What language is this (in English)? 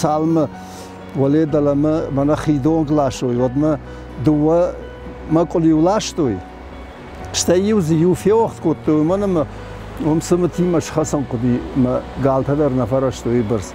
Ossetic